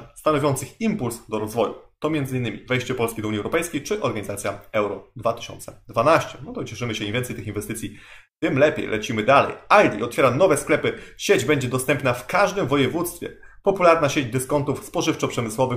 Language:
Polish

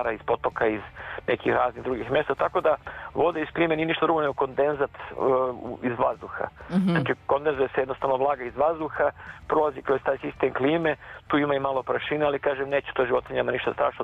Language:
Serbian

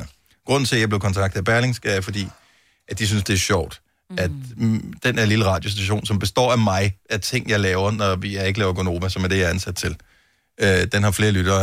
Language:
Danish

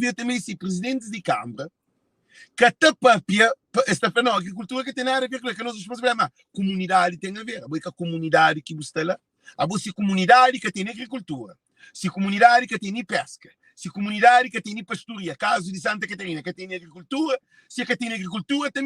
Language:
Kabuverdianu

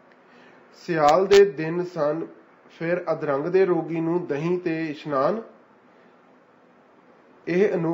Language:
Punjabi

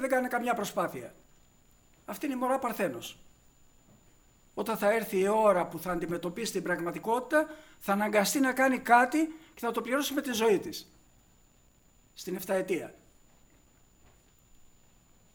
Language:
Greek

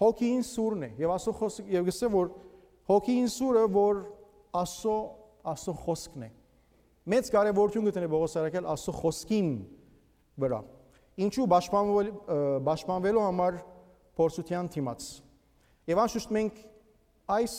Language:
Armenian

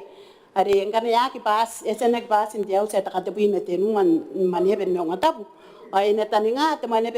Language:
Gilbertese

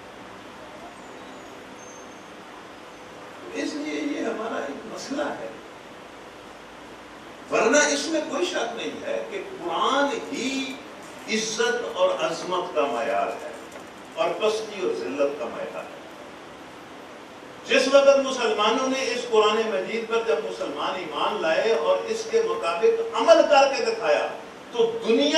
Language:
Urdu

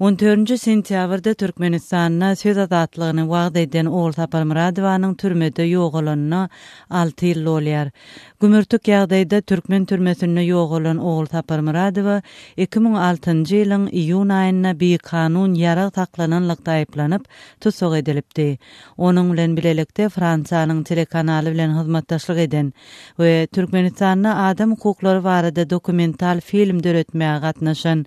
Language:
Turkmen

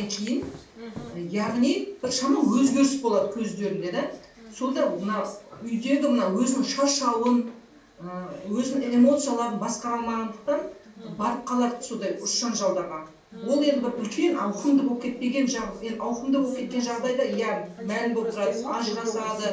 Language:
Kazakh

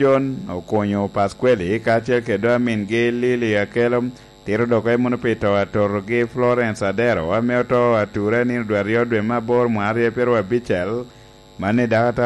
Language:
Lango (Uganda)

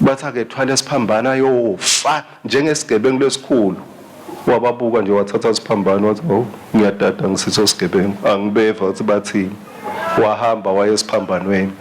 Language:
Swati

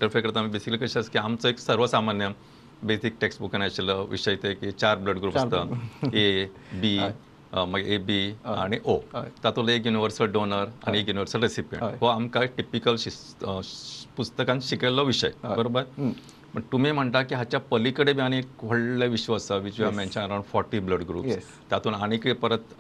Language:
Konkani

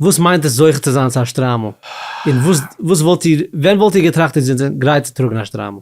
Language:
Yiddish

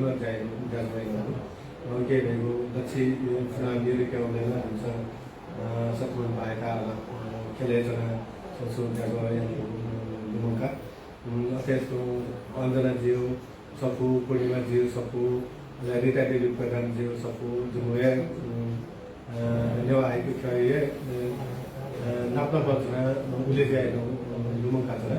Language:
Newari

